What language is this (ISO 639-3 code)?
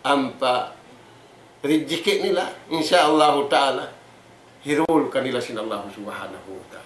tsg